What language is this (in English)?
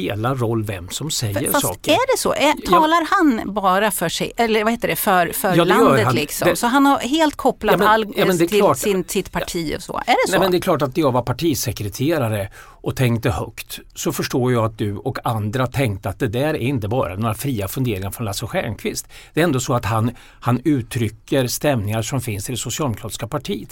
Swedish